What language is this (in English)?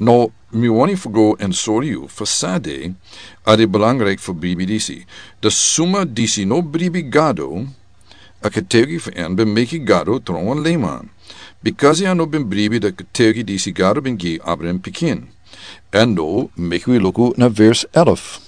Sranan Tongo